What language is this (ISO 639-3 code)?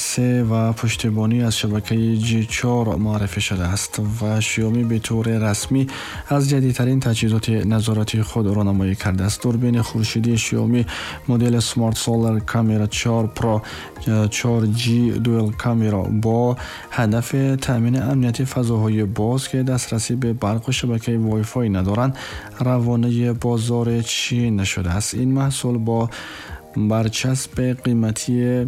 tgk